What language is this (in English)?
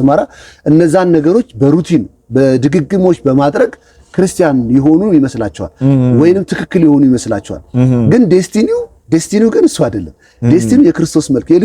Amharic